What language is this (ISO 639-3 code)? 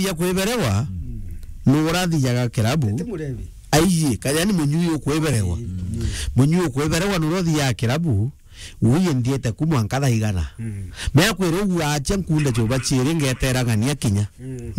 mer